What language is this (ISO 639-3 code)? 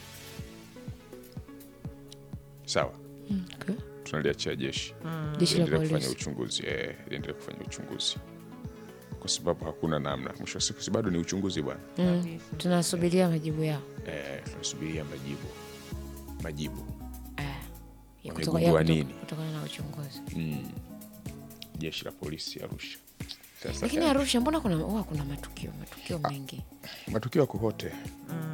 swa